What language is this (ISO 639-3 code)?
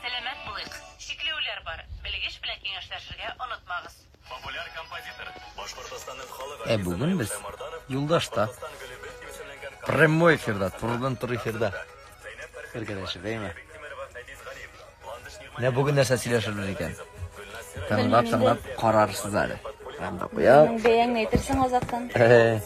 tat